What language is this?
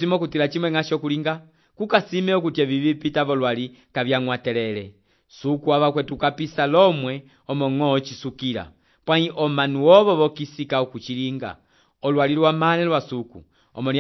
Umbundu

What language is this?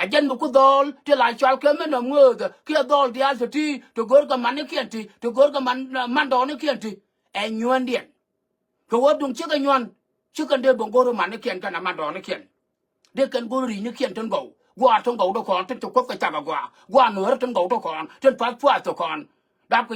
Nuer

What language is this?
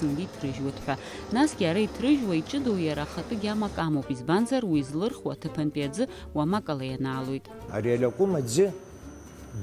Abkhazian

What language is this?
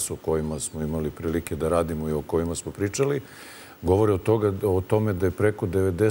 Serbian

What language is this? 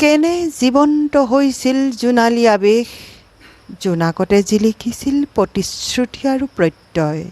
Assamese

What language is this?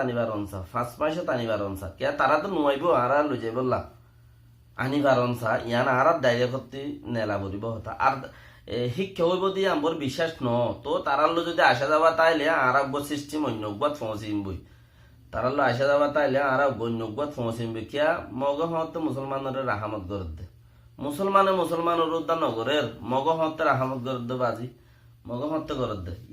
Rohingya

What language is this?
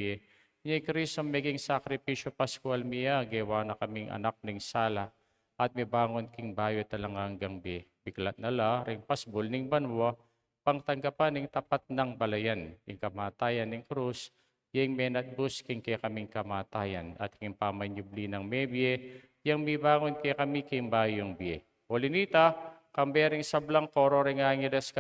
Pampanga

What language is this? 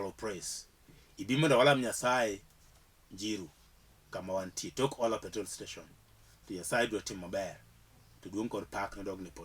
Luo (Kenya and Tanzania)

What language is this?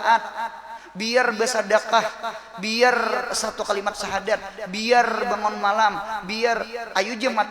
Banjar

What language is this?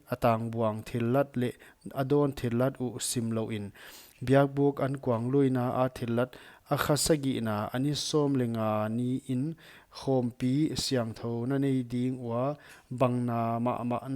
Paite Chin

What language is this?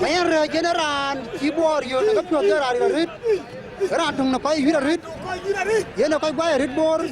Dinka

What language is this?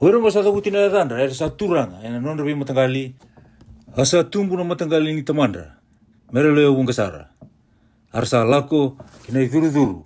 Fijian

